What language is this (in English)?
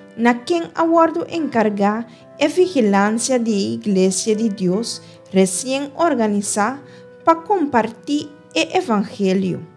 Papiamento